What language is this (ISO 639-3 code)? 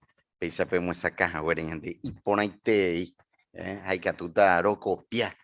grn